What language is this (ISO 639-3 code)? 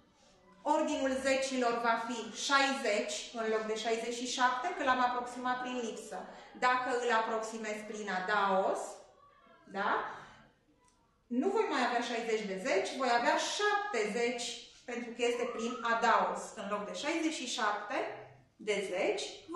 ron